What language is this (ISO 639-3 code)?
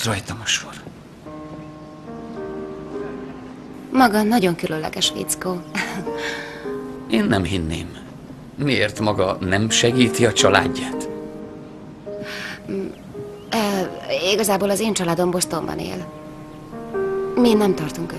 hun